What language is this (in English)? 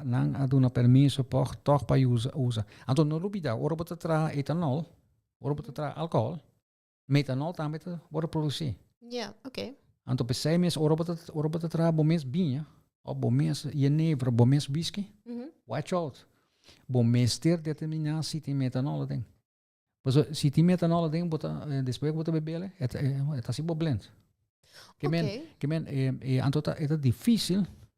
Papiamento